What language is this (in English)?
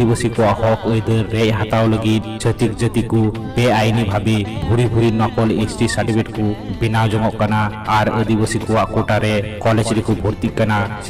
Santali